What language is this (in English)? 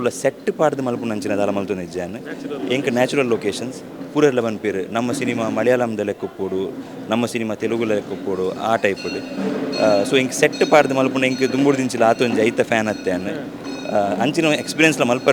Tulu